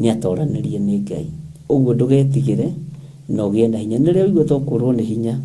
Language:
Kikuyu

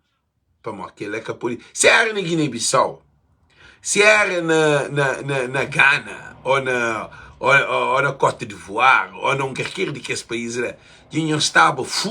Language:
Kabuverdianu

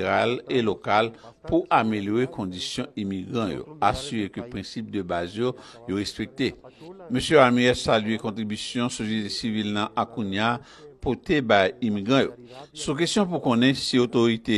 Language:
Haitian Creole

